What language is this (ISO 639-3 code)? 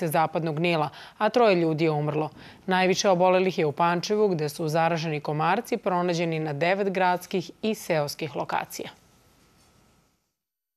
srp